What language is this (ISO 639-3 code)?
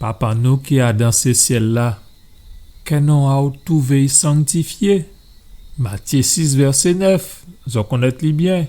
gcf